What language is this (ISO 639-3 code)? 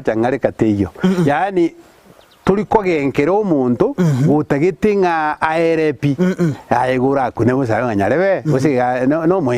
guz